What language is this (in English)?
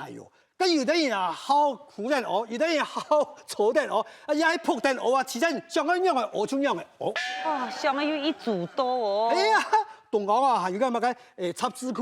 Hakka Chinese